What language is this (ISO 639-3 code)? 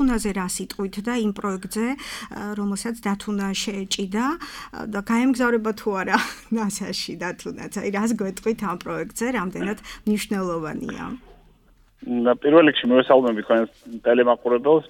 kat